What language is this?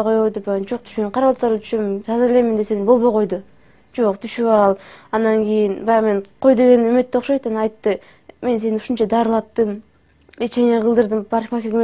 Kyrgyz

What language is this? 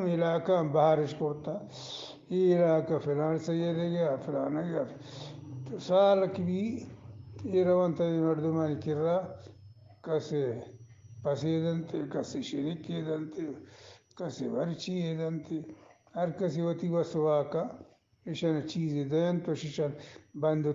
Eastern Balochi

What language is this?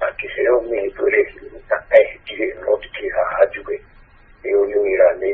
Kikuyu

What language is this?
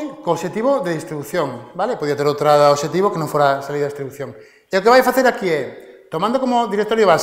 Galician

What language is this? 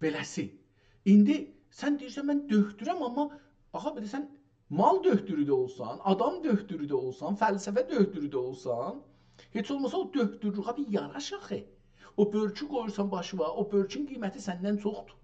South Azerbaijani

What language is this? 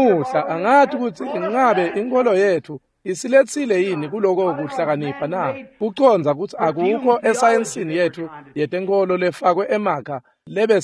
Swati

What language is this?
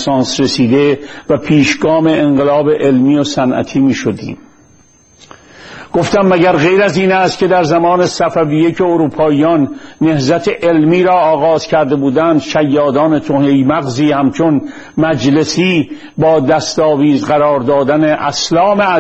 Persian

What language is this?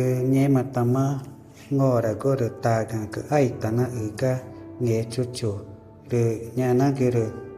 Ticuna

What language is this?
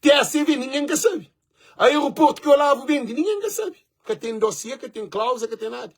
Kabuverdianu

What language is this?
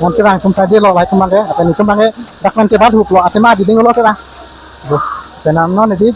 Karbi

